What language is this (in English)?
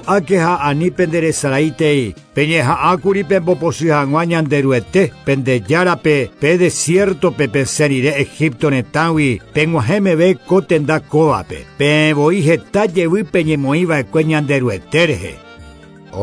Guarani